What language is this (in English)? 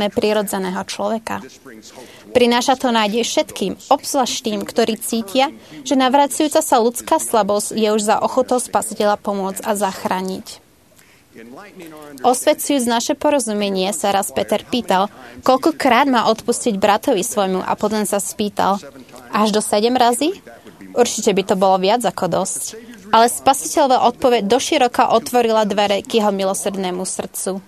Slovak